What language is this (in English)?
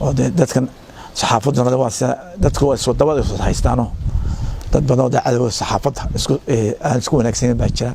Somali